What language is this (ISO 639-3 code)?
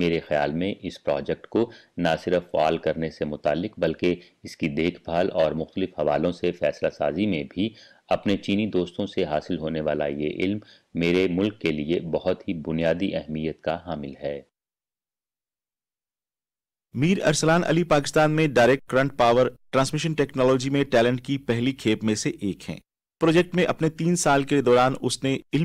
urd